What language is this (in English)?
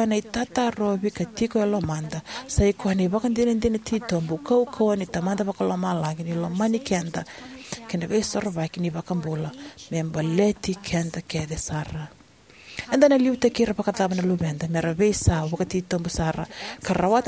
Fijian